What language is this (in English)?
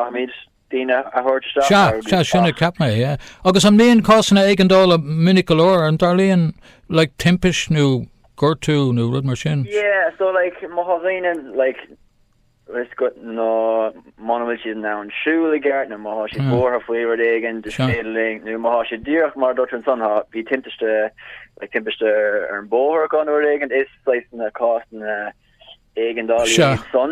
Irish